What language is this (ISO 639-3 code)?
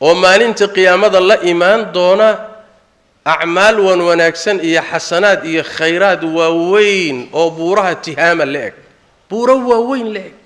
som